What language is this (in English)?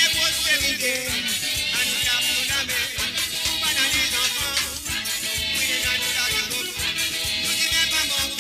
Morisyen